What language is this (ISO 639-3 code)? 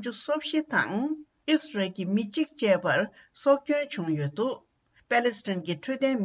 bod